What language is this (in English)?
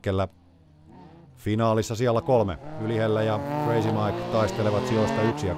Finnish